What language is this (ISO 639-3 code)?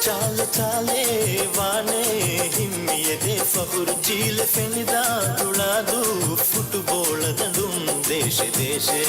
div